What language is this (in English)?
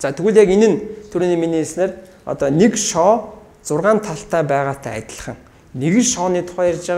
Mongolian